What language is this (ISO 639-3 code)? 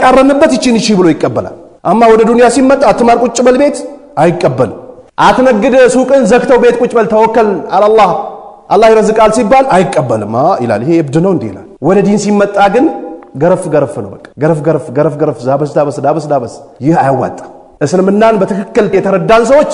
amh